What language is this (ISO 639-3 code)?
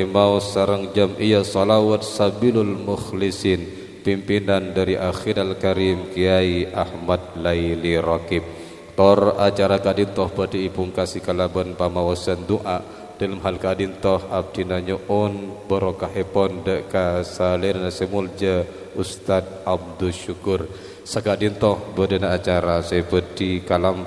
mad